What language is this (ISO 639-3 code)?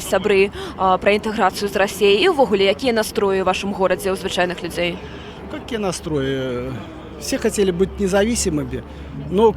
bel